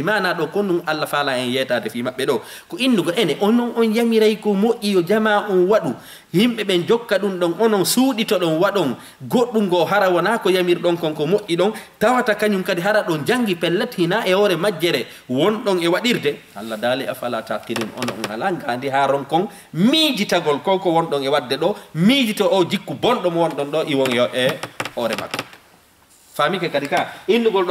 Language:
Fula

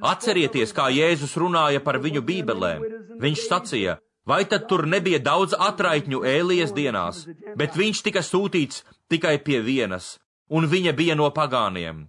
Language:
Latvian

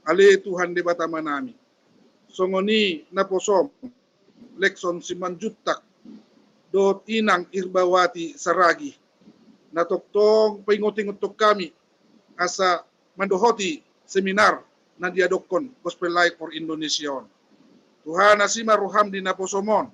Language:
Batak Toba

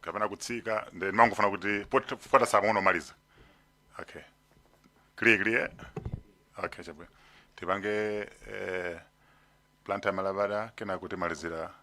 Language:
Nyanja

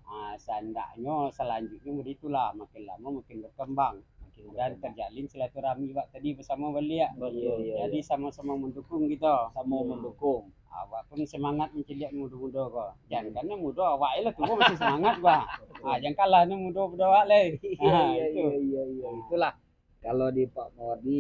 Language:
Minangkabau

